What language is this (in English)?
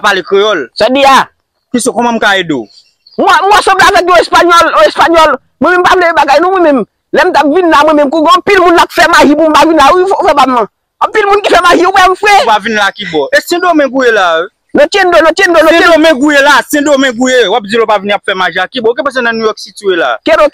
Haitian Creole